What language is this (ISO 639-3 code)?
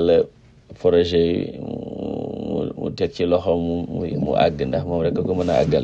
wol